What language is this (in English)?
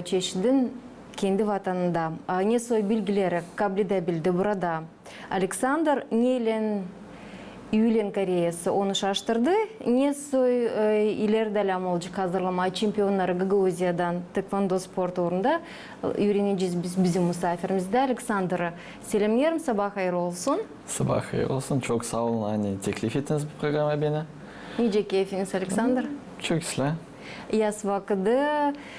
Gagauz